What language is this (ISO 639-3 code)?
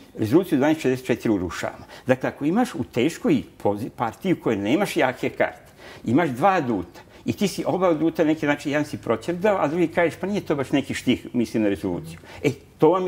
srp